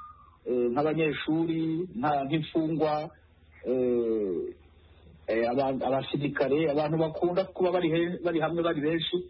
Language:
Kinyarwanda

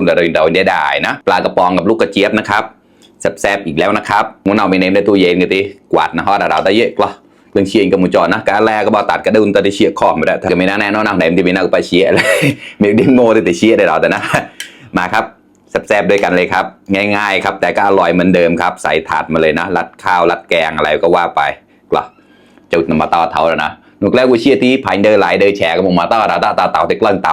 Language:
Mon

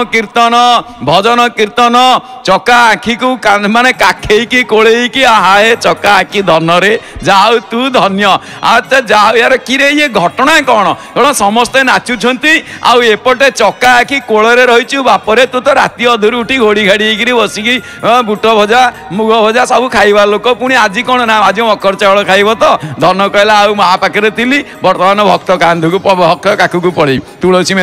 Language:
Odia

